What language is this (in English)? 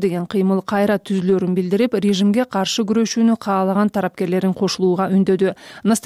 Kyrgyz